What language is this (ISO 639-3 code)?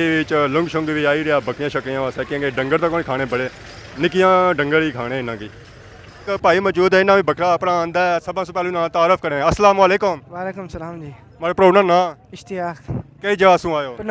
phr